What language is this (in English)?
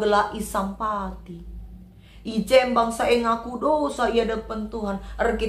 Batak Karo